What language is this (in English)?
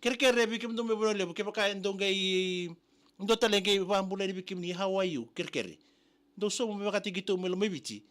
Fijian